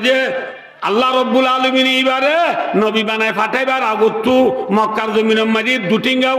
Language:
Rohingya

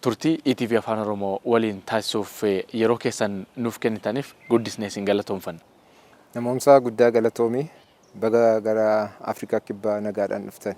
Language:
Oromo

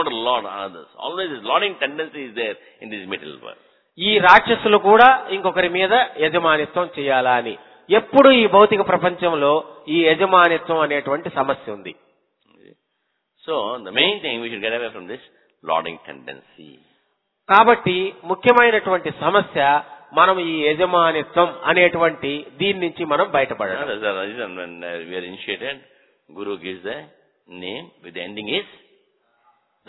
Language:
Telugu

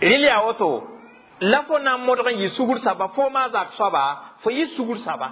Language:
Mossi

